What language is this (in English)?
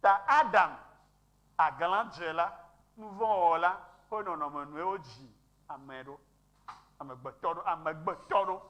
Ewe